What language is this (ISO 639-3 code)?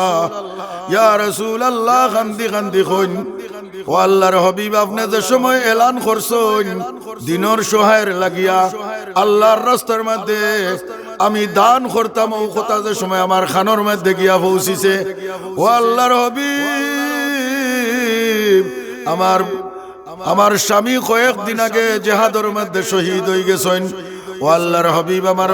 syl